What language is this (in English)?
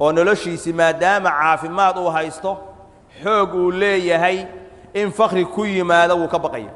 Somali